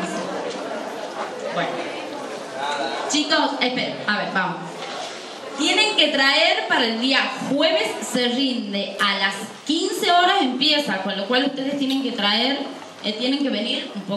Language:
Spanish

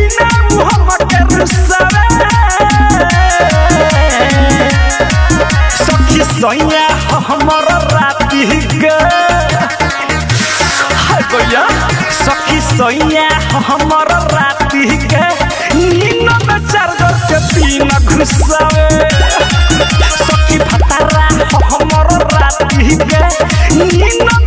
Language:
Bhojpuri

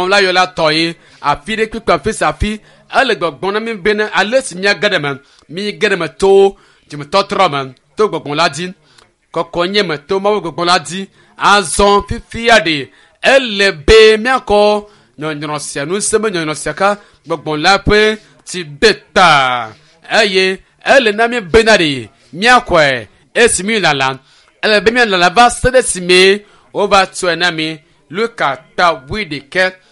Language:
Ewe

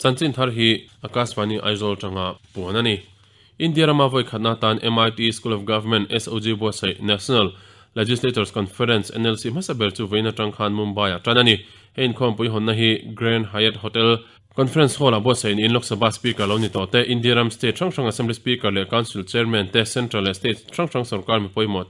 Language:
Mizo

